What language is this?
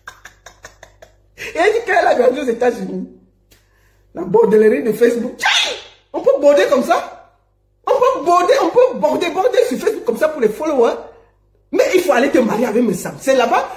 French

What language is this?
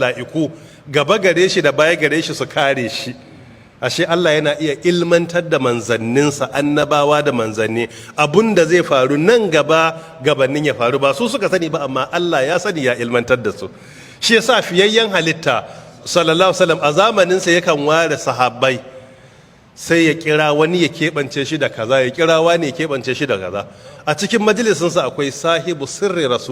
Hausa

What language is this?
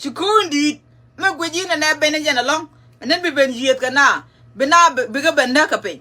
Nuer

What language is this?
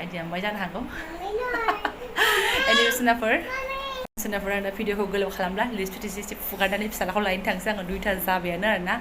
Bodo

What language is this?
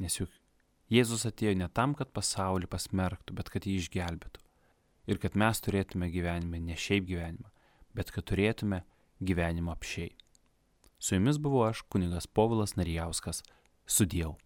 Lithuanian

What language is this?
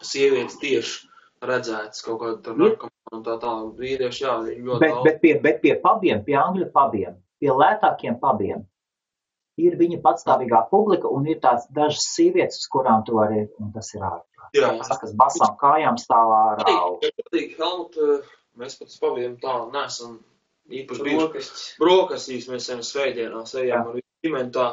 Latvian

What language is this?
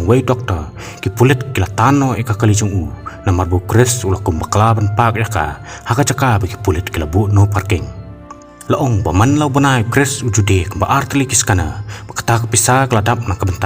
Khasi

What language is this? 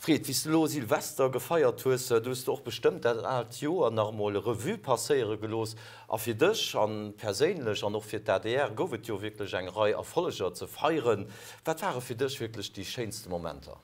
Luxembourgish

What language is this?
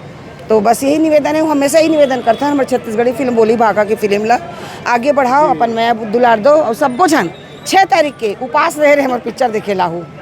Chhattisgarhi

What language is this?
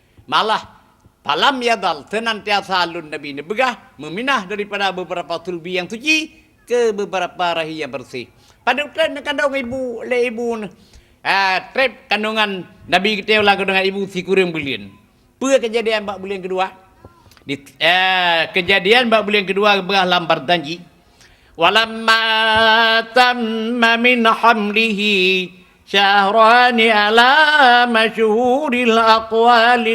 Achinese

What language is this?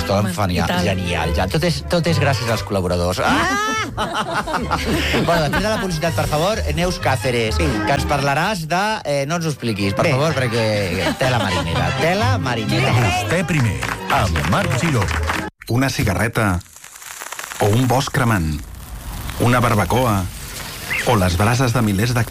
Catalan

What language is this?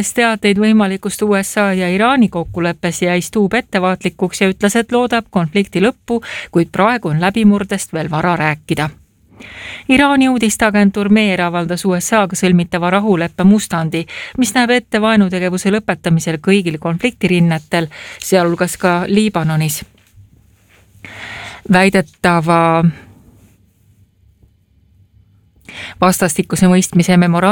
Estonian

